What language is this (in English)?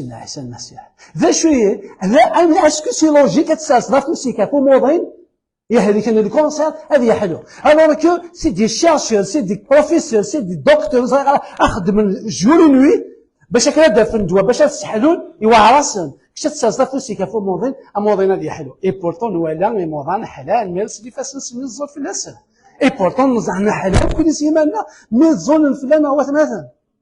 Kabyle